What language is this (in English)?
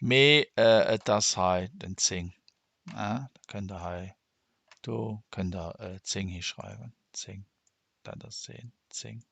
Luxembourgish